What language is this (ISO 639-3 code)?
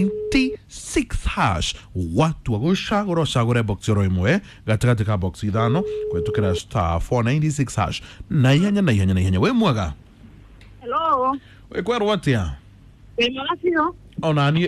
kik